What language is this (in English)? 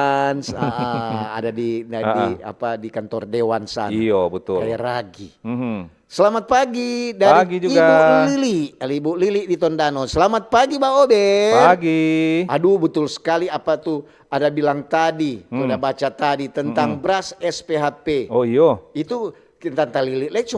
Manado Malay